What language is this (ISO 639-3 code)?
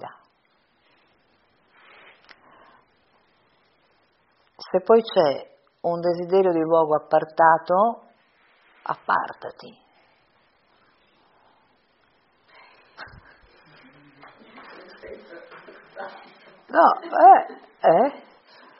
ita